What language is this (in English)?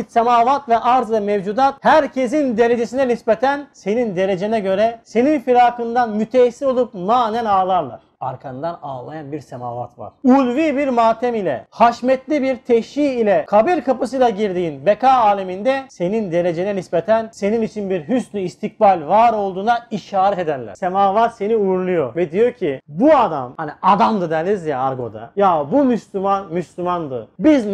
Turkish